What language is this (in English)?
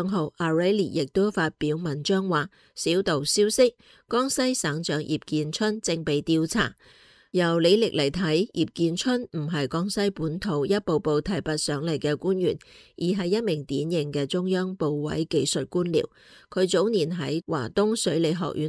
Cantonese